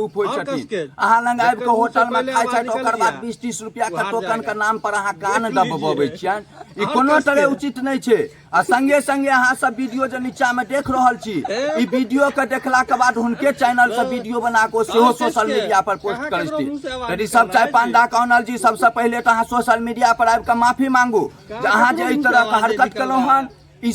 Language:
Maithili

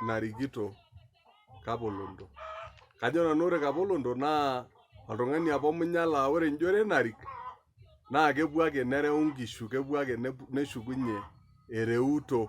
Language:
Masai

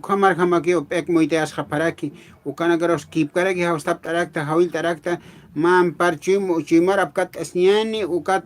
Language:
Aymara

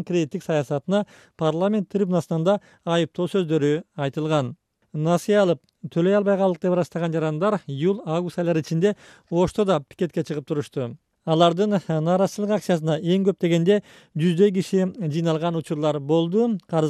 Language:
Kyrgyz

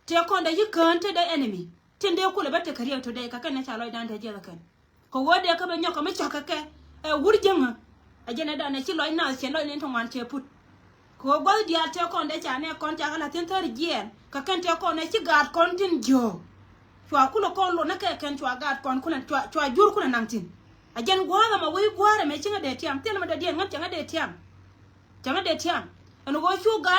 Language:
Nuer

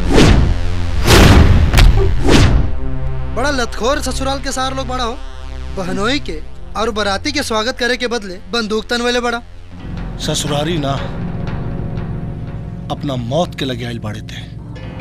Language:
Bhojpuri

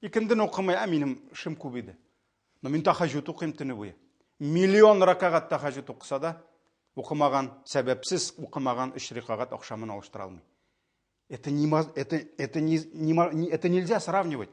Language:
Tatar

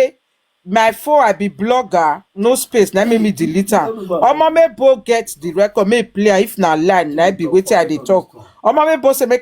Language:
Nigerian Pidgin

